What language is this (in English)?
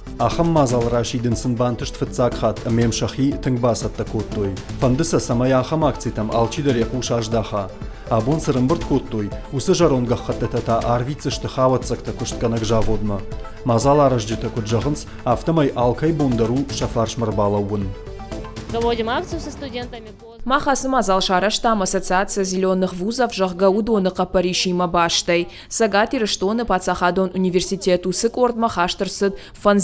Ossetic